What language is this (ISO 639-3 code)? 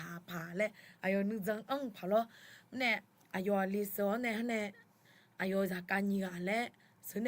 ahk